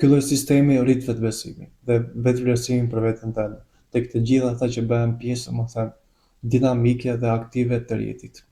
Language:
Albanian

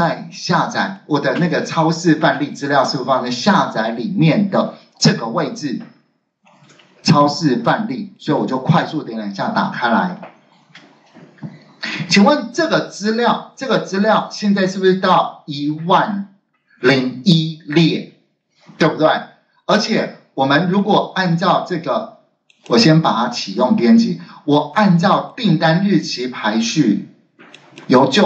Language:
Chinese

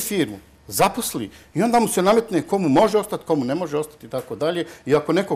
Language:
Bosnian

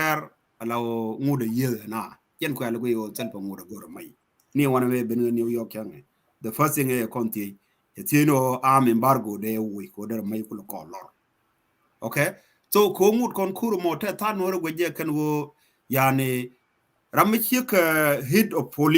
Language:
Nuer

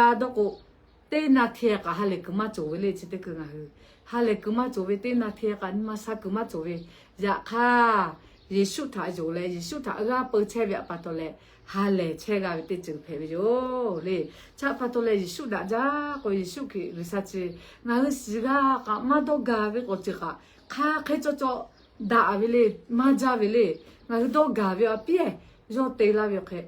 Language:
Lahu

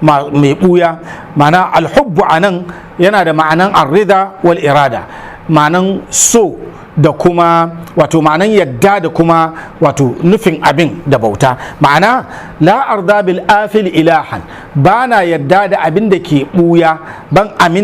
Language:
Hausa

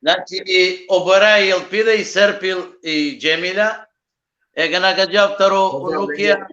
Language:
Balkan Romani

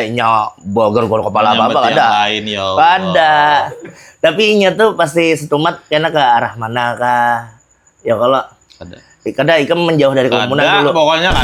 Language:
Banjar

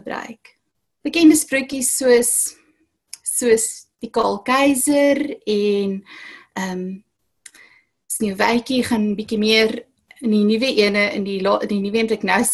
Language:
Afrikaans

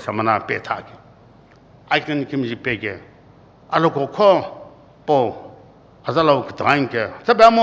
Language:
Sumi Naga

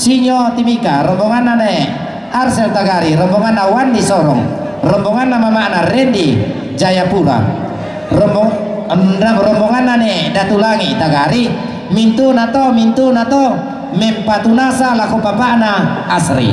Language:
Toraja-Sa'dan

